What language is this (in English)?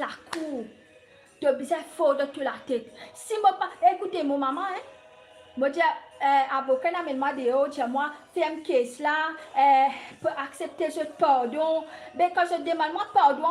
Morisyen